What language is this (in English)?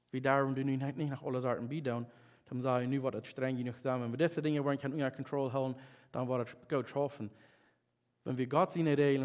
Plautdietsch